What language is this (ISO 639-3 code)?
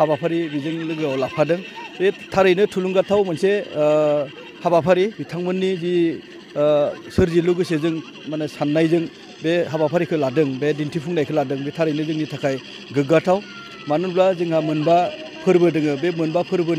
brx